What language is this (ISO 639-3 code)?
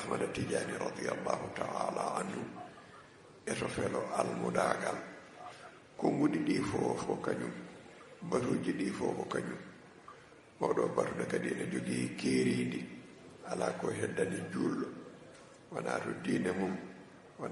ful